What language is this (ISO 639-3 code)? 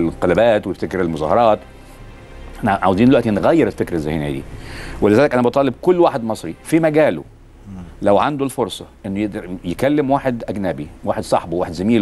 arz